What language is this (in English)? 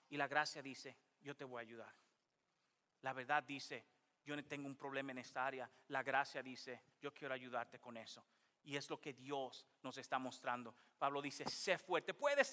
Spanish